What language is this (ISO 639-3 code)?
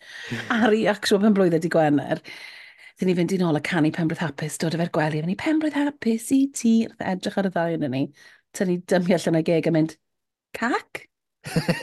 cym